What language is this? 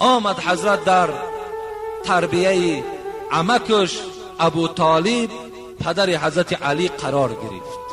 Tajik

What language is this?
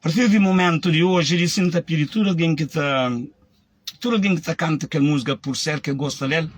Kabuverdianu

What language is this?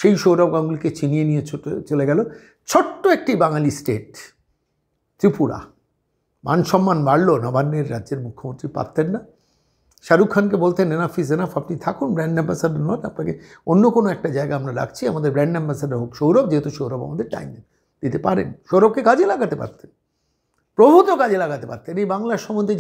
Bangla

